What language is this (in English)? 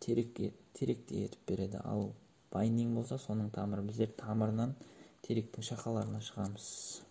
Kara-Kalpak